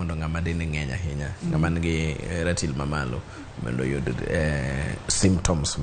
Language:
Luo (Kenya and Tanzania)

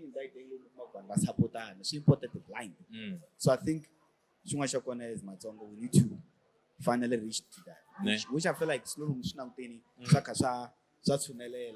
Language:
Tsonga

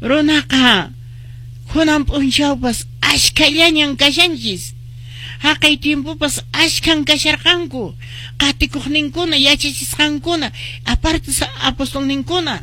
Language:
Quechua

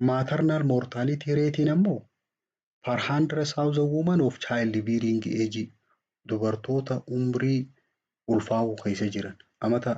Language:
Oromo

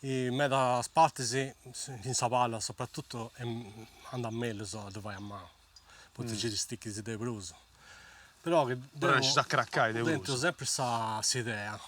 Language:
Sardinian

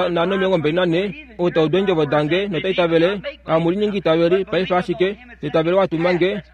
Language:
Kuanyama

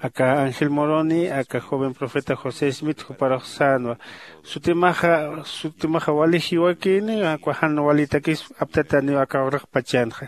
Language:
Aymara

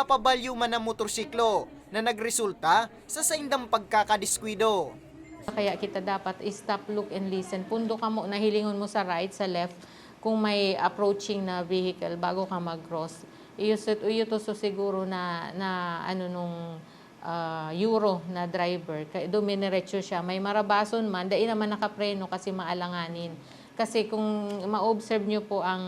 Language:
Bikol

